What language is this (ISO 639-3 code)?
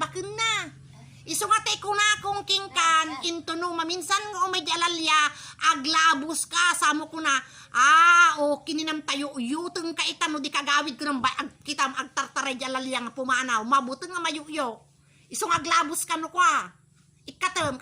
ilo